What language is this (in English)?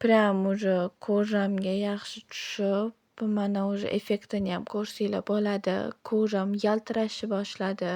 Uzbek